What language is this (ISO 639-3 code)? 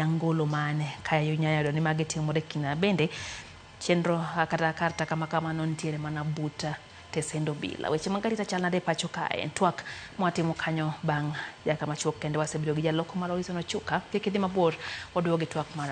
luo